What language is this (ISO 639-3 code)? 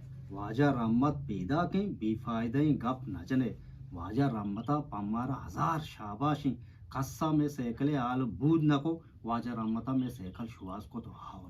bgp